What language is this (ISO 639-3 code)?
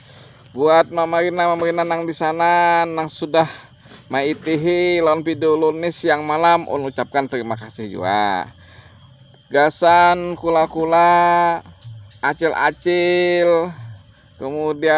bjn